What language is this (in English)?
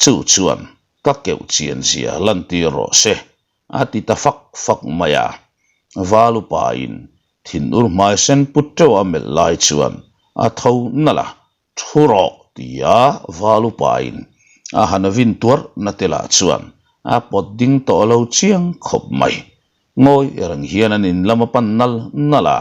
Mizo